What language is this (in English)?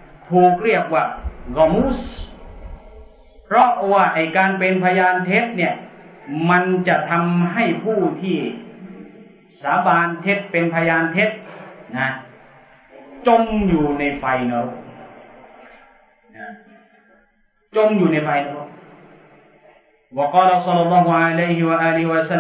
Thai